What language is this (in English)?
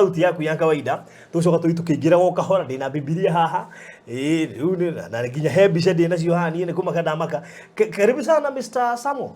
Kikuyu